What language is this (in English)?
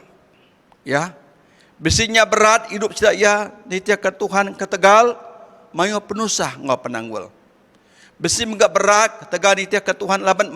Iban